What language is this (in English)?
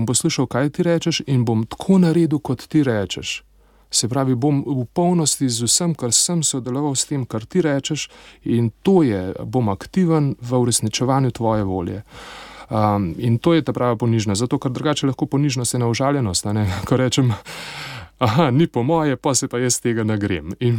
Slovenian